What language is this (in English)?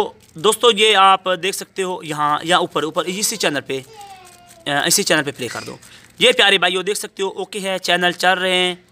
Hindi